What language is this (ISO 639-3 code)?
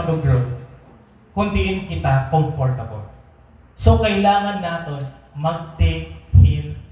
war